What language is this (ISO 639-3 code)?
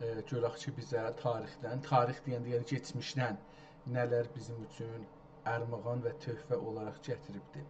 azb